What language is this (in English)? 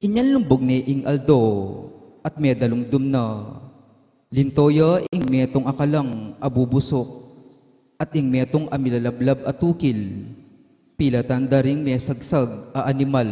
Pampanga